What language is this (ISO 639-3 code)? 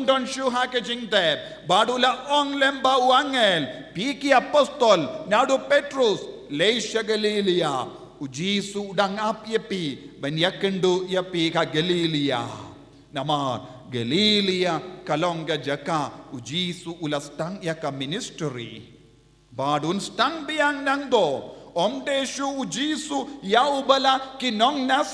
kha